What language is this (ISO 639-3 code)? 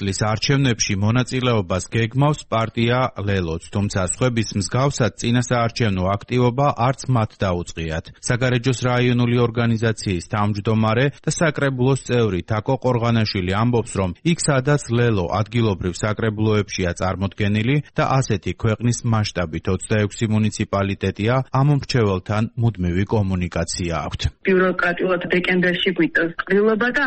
kat